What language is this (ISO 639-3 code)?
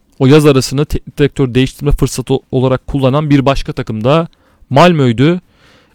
tur